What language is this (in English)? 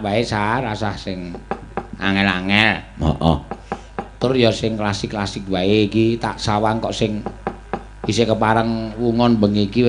Javanese